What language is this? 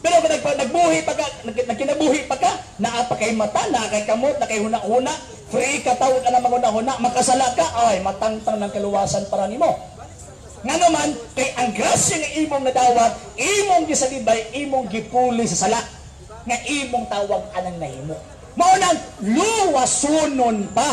Cebuano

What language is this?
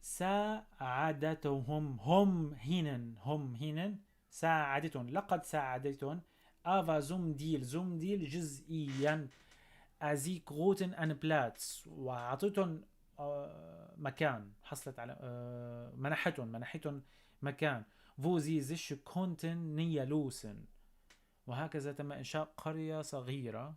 North Levantine Arabic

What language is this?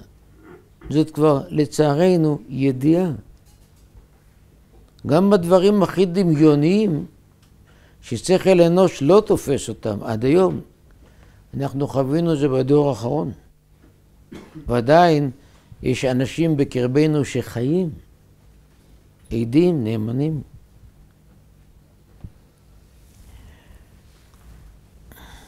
Hebrew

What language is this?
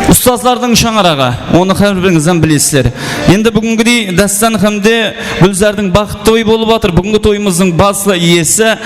Kara-Kalpak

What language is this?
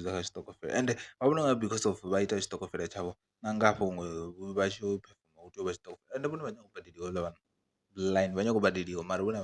Venda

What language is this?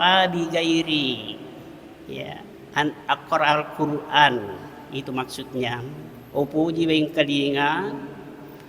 Buginese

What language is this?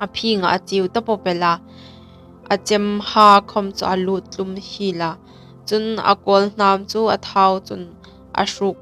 Hmar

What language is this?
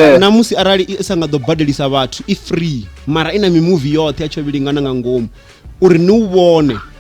Venda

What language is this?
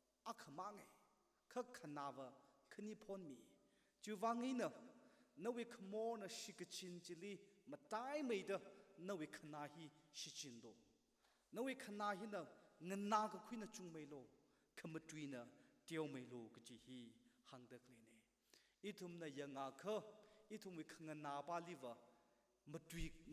Tangkhul Naga (India)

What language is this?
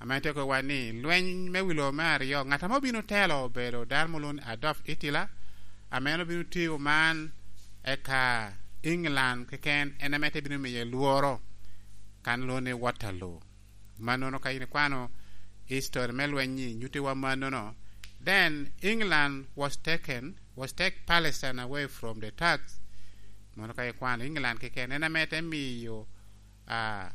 Lango (Uganda)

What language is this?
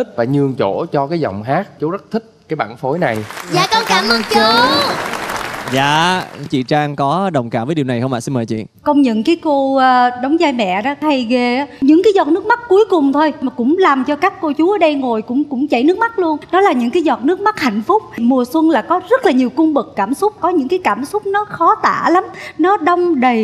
Vietnamese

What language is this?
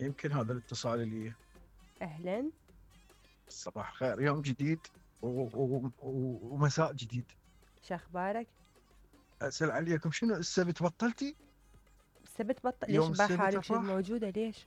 Mesopotamian Arabic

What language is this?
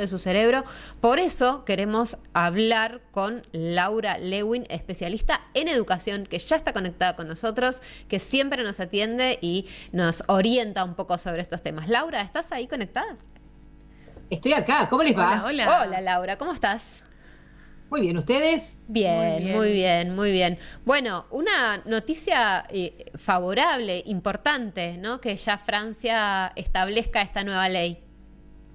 Spanish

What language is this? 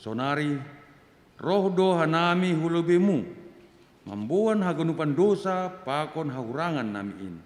Batak Simalungun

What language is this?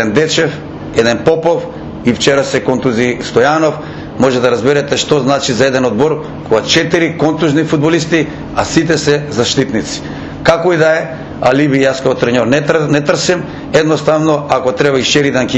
Macedonian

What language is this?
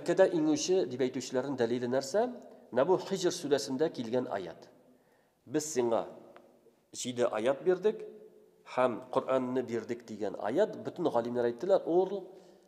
Tatar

